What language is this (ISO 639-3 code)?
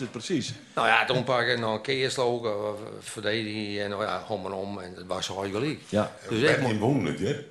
fry